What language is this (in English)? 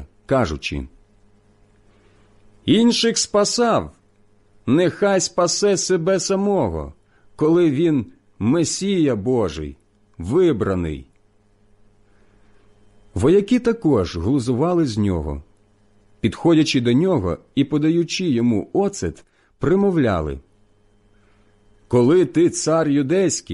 Ukrainian